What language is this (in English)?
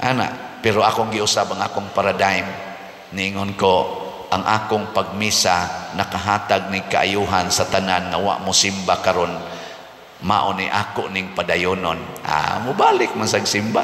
Cebuano